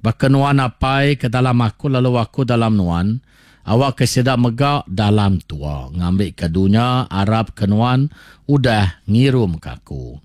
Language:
Iban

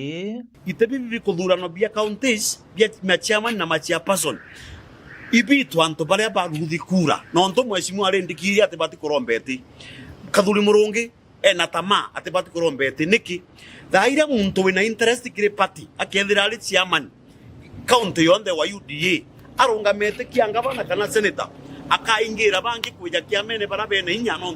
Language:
Meru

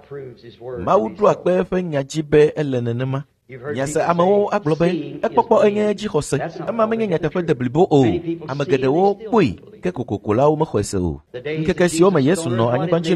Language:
Ewe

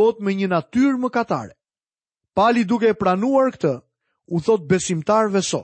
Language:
Albanian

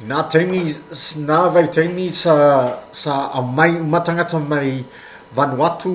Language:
Samoan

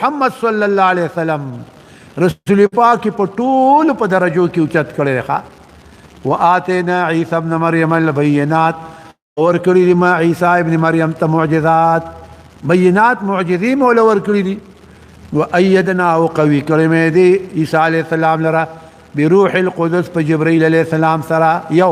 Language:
Pashto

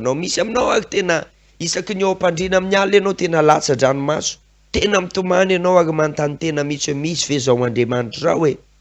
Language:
Malagasy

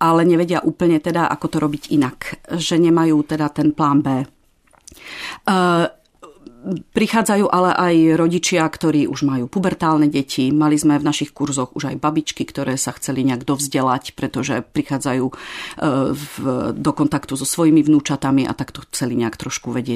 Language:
Slovak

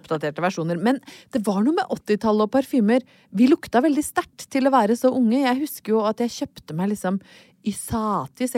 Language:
Norwegian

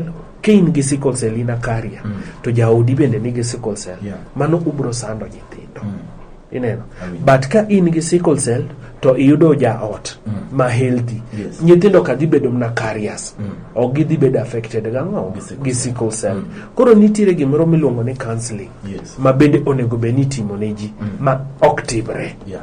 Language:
Luo (Kenya and Tanzania)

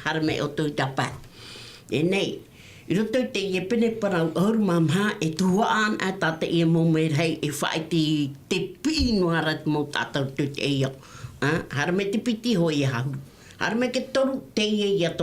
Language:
Tahitian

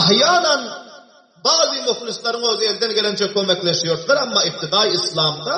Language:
Turkmen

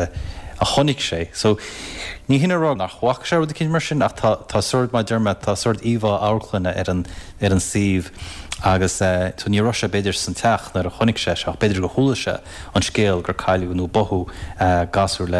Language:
Irish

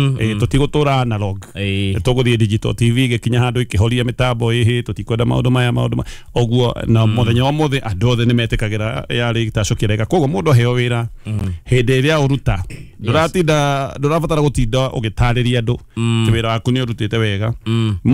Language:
Kikuyu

